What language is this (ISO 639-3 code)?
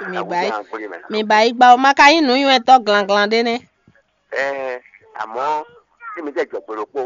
fon